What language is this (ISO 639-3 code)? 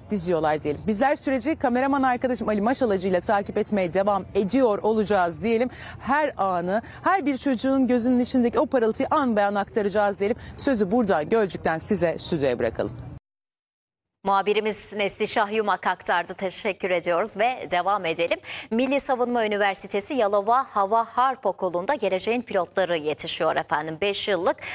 tur